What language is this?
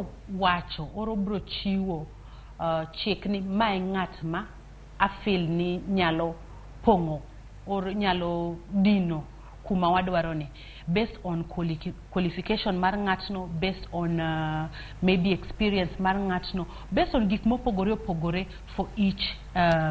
Luo (Kenya and Tanzania)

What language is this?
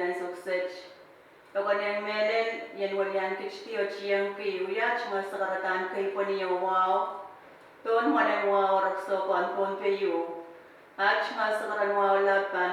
Pohnpeian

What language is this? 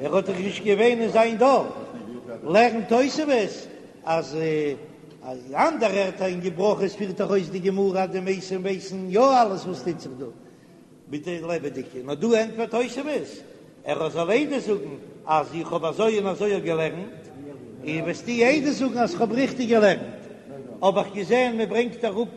Yiddish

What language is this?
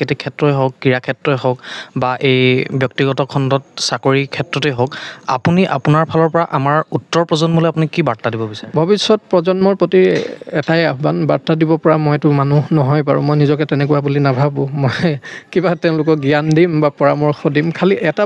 Assamese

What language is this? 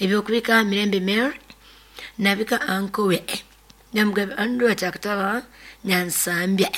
Nyoro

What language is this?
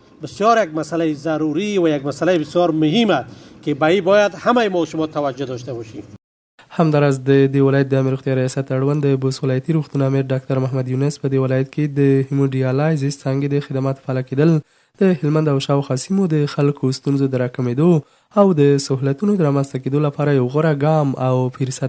Pashto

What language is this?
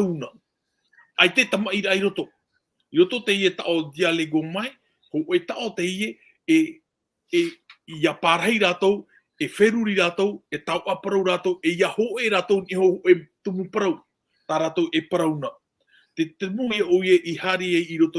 Tahitian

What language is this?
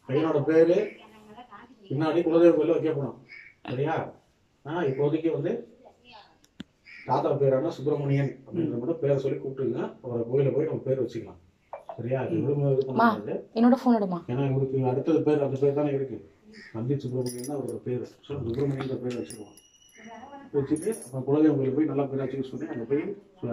Tamil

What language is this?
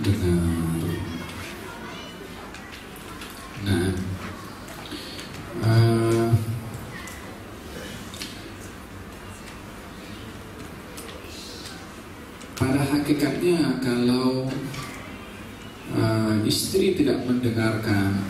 Indonesian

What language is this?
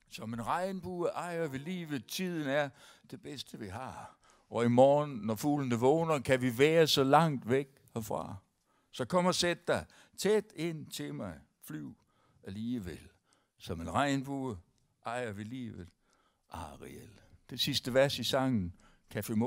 Danish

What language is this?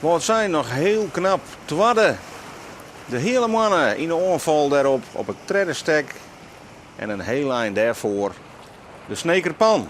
Western Frisian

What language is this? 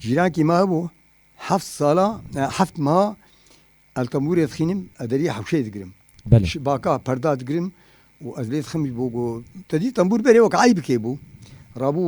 Kurdish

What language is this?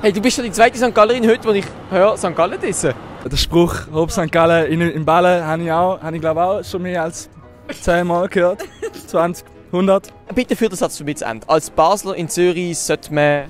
Swiss German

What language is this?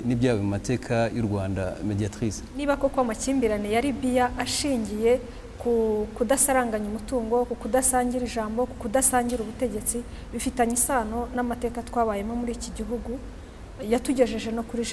Kinyarwanda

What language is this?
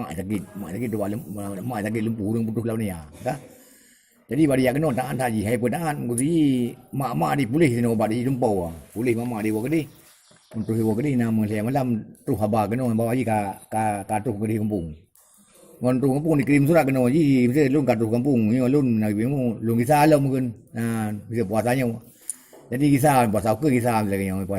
Achinese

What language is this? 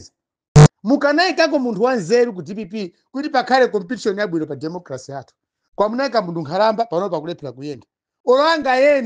Nyanja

